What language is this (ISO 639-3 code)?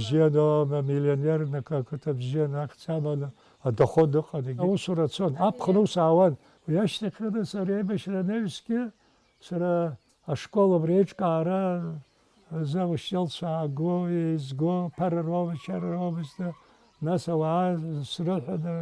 abk